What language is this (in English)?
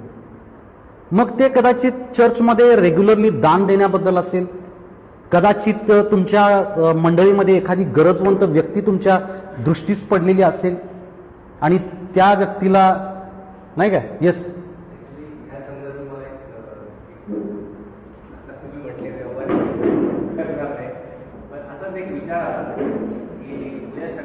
Marathi